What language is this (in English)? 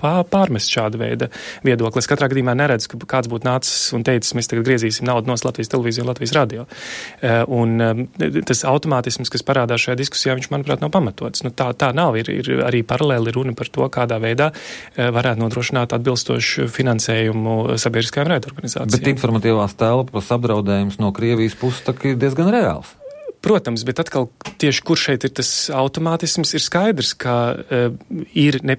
Latvian